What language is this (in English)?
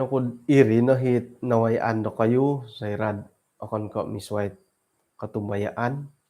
Central Dusun